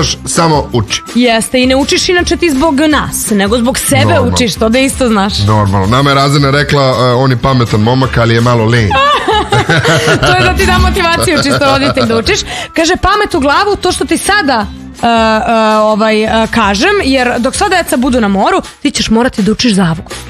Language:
Serbian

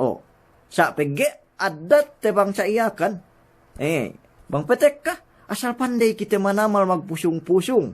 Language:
Yakan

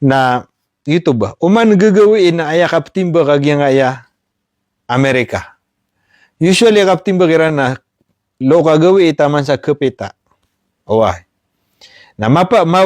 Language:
Maranao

